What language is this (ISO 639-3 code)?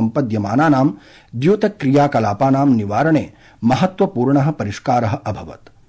san